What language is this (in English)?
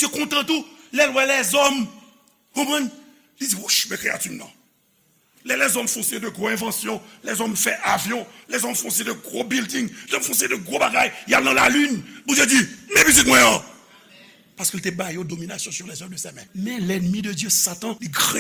Haitian Creole